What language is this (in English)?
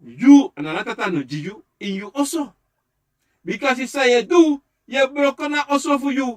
Sranan Tongo